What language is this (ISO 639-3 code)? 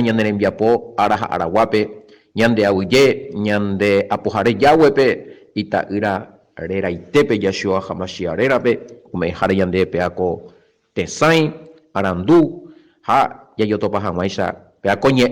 grn